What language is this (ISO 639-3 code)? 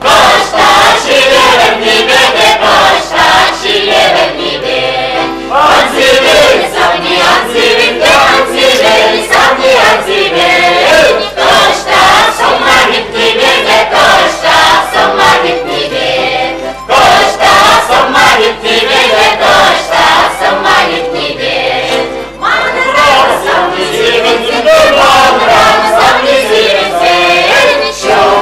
chv